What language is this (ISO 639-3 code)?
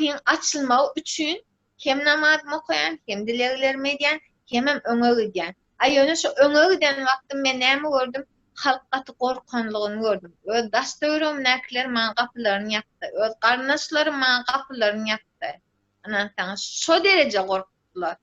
tuk